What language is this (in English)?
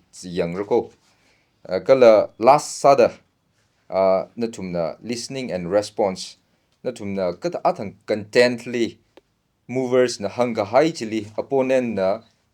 Tangkhul Naga (India)